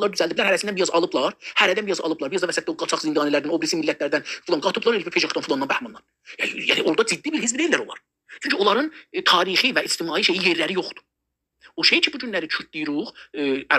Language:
South Azerbaijani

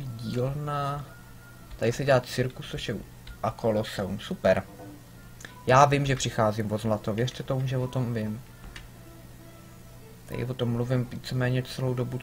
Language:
Czech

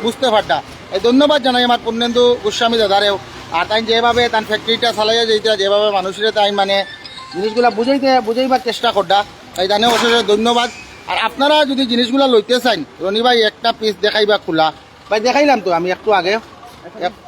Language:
Sylheti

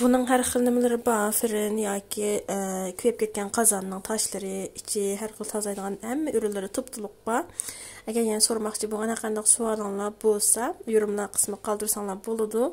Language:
Uyghur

